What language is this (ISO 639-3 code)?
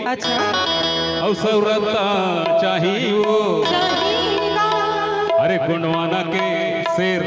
hne